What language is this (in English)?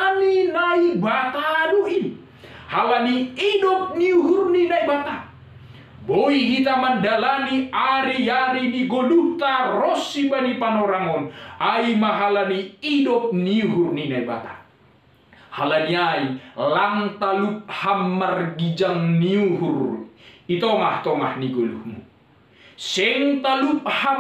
Batak Simalungun